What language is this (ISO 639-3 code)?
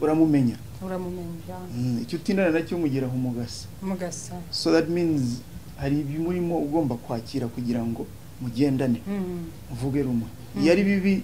kin